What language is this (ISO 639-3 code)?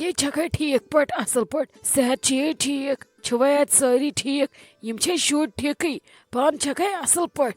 kas